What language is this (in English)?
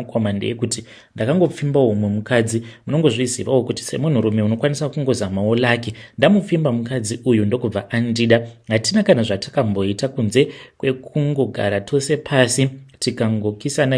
Shona